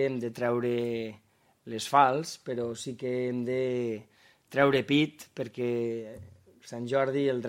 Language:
Catalan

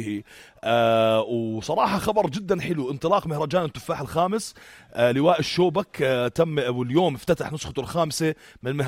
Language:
North Levantine Arabic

